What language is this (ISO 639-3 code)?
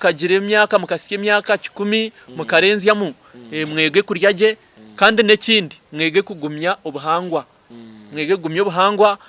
nyn